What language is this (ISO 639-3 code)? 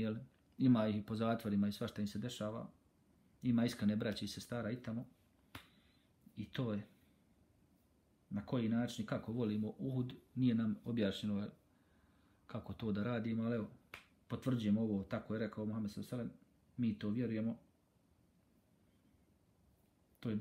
bos